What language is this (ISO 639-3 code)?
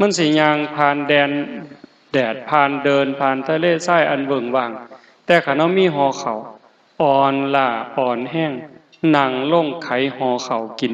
tts